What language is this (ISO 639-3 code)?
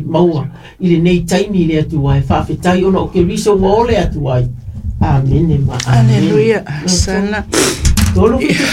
smo